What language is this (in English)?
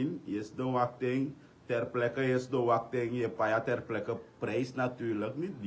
Sranan Tongo